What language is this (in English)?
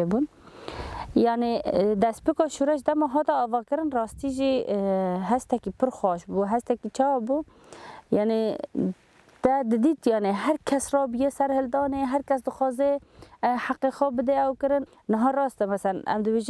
Kurdish